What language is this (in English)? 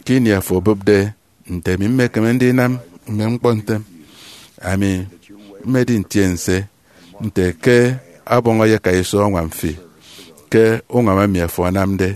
Efik